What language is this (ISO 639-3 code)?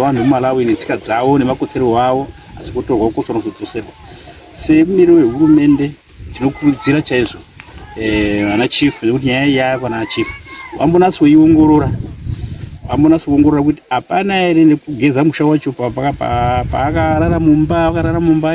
sna